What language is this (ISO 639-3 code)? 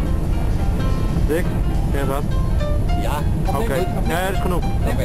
nld